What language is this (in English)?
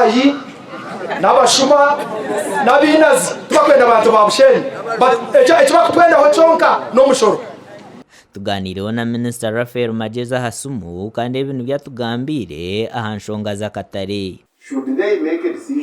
Nyankole